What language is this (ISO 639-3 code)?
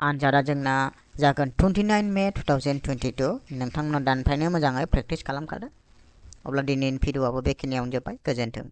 brx